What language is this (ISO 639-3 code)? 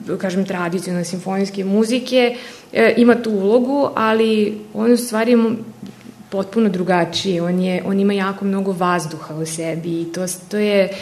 srp